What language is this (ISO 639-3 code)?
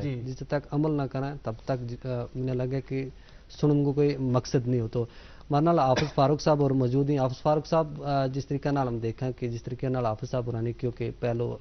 gju